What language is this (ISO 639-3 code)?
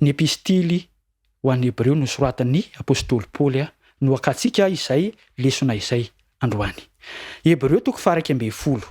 mlg